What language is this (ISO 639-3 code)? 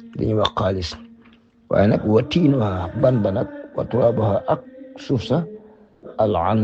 wol